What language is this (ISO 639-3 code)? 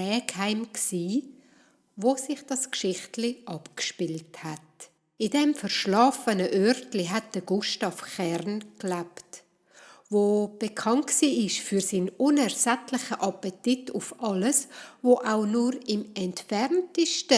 gsw